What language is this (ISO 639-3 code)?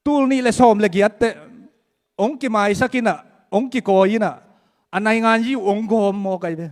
ctd